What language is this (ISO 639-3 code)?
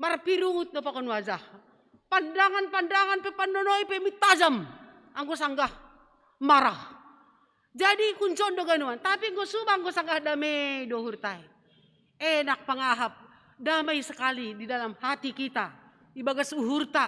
bts